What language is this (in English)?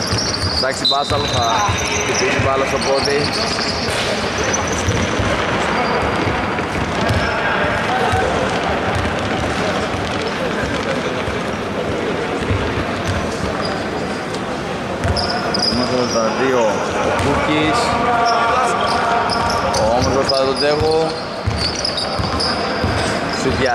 Greek